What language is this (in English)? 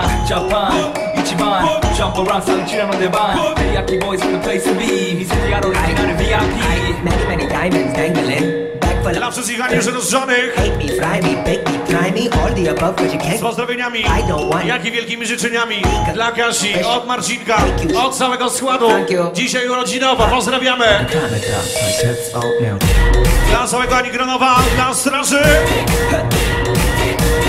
Polish